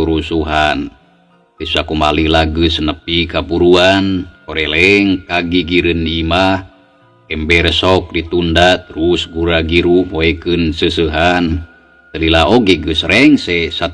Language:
Sundanese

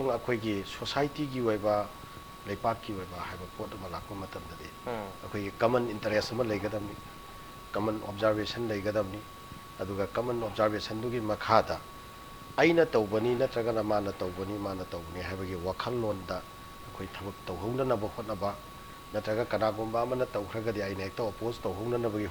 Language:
Manipuri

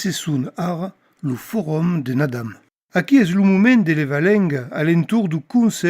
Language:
Occitan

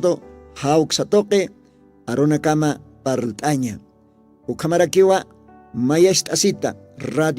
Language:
Aymara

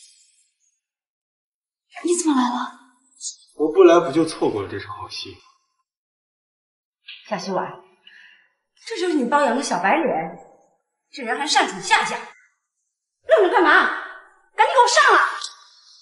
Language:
Chinese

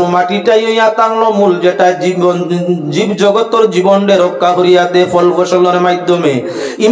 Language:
Sylheti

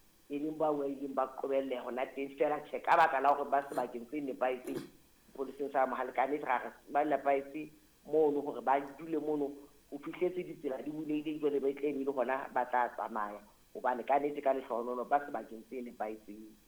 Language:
Southern Sotho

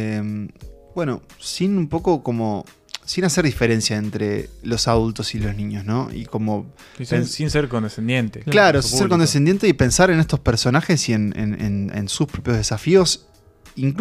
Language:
Spanish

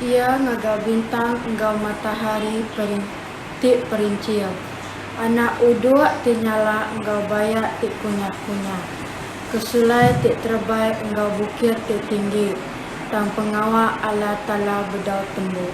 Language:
Iban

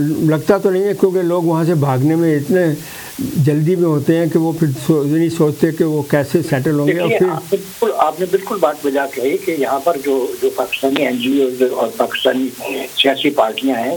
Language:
Urdu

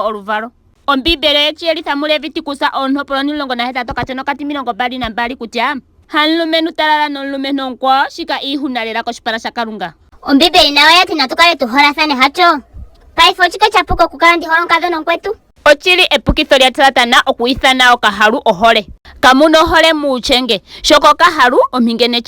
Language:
Ndonga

